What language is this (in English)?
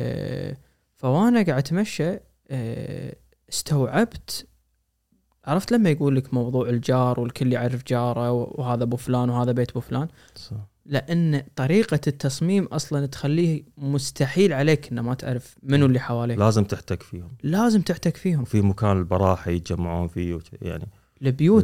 Gulf Arabic